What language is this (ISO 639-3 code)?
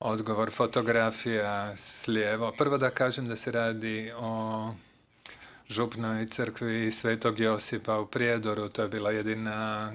bos